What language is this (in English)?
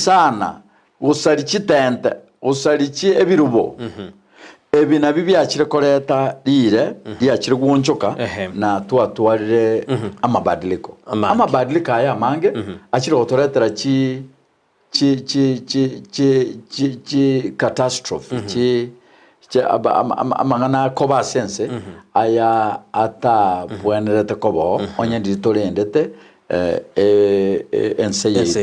Gusii